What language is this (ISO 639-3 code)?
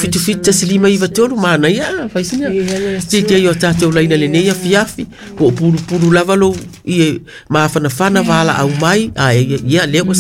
smo